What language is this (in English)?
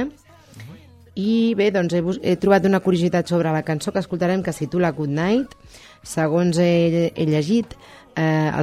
Catalan